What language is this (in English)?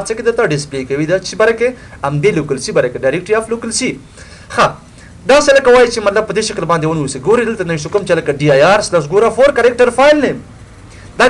Pashto